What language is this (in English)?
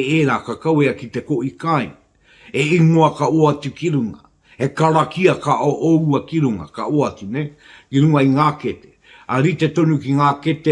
Māori